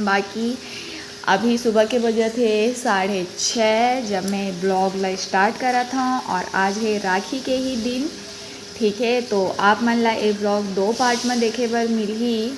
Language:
Chhattisgarhi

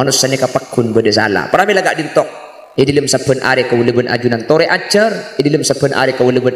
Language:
Madurese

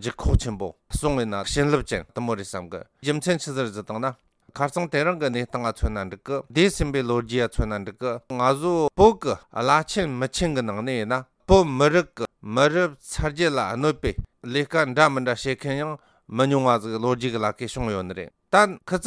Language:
Tibetan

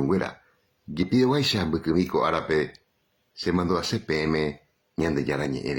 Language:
Guarani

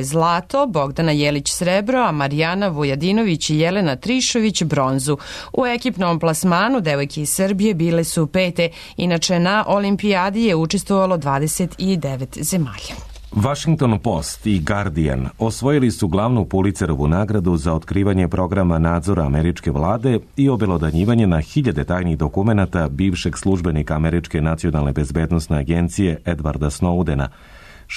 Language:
Serbian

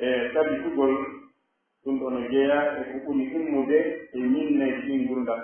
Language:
Pular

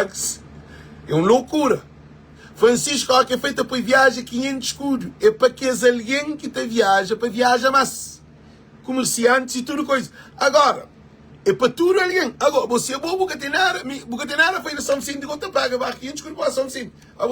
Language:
Kabuverdianu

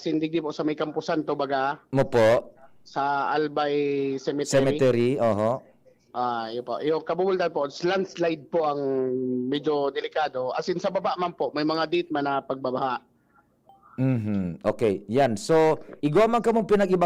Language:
Bikol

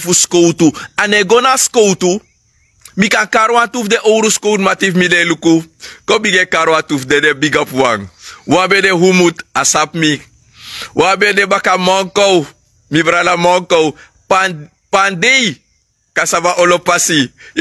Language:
Sranan Tongo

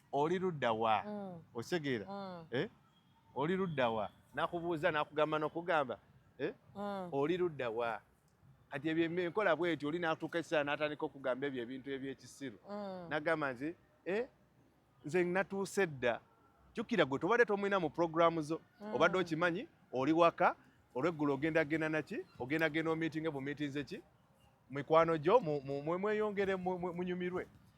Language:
Ganda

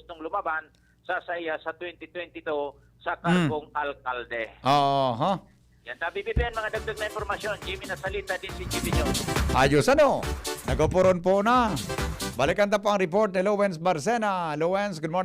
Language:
Bikol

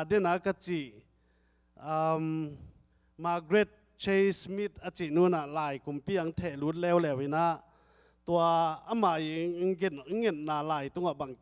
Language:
Tedim Chin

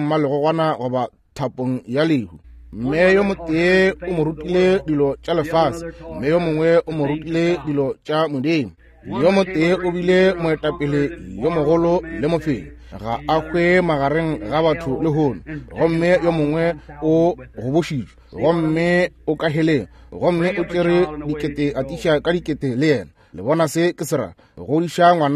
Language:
Northern Sotho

